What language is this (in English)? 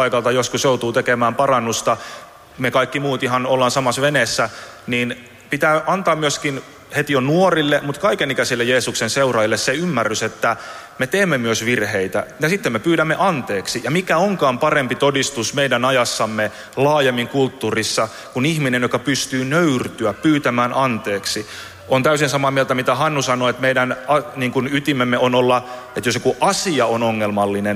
Finnish